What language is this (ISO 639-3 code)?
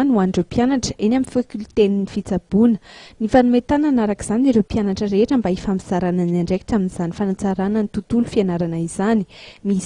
mlg